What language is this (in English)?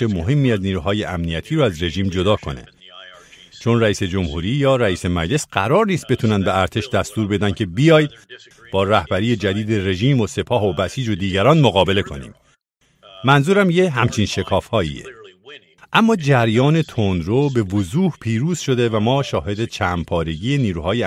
Persian